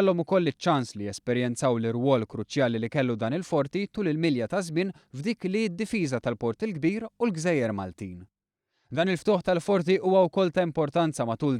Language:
Maltese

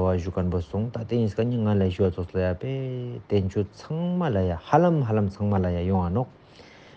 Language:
Ladakhi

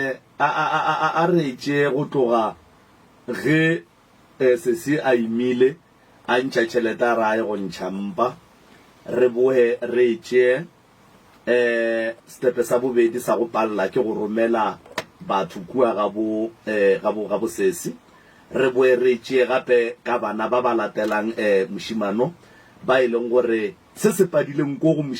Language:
Northern Sotho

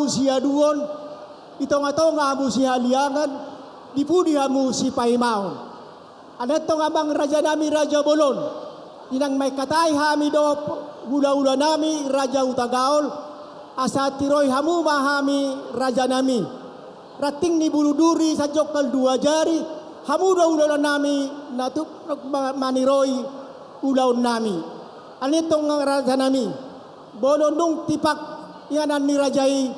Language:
Batak Toba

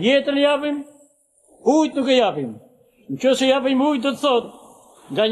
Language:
Albanian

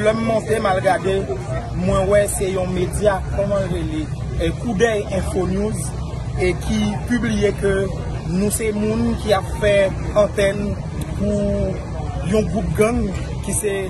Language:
Haitian Creole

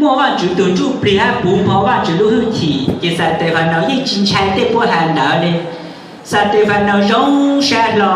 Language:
Hmong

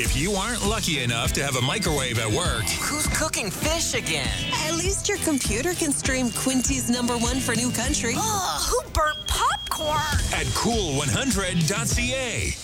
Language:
English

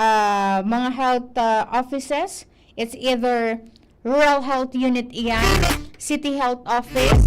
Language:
Bikol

